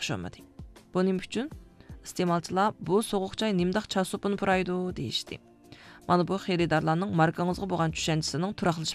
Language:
Uyghur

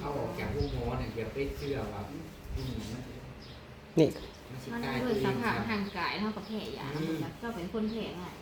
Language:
Northeastern Thai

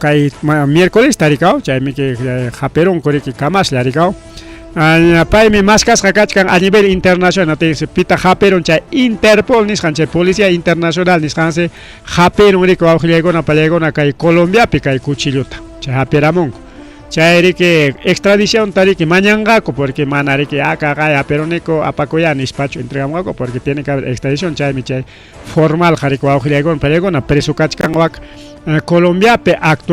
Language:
Ayacucho Quechua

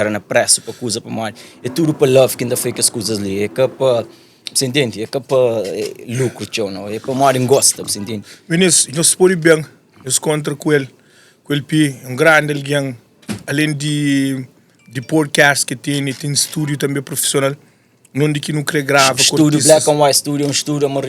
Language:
Kabuverdianu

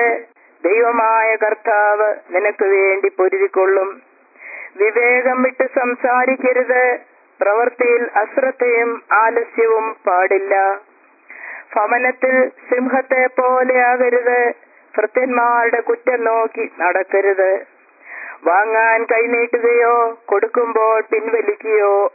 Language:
Malayalam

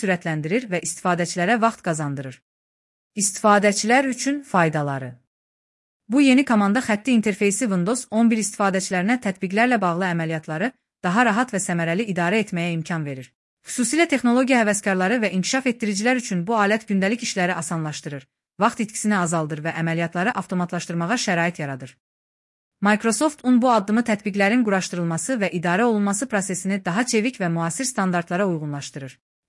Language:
Azerbaijani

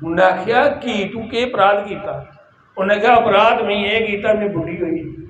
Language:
Dogri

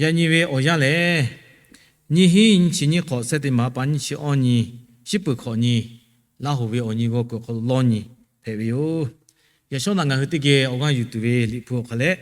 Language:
Lahu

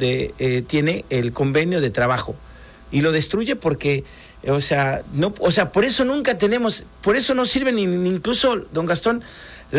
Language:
Spanish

